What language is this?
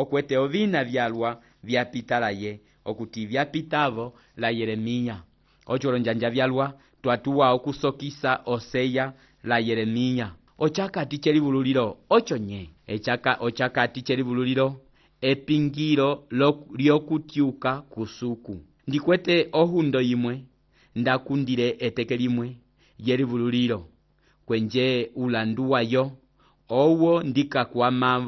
Umbundu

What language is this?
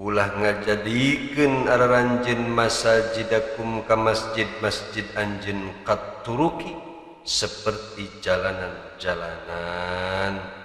Sundanese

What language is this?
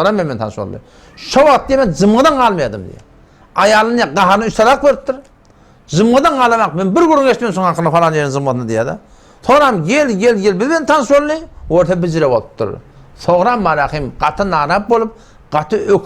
Turkmen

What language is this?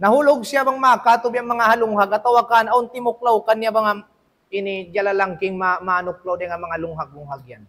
Tausug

